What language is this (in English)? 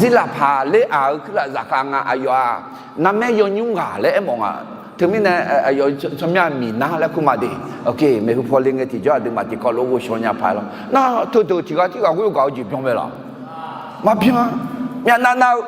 Akha